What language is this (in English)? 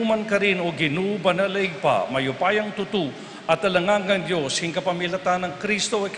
Pampanga